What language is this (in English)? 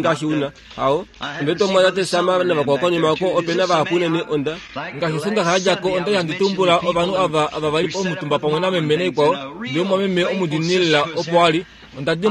Kuanyama